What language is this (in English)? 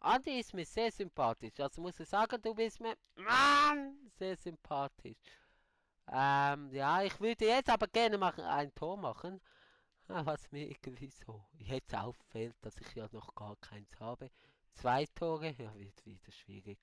Swiss German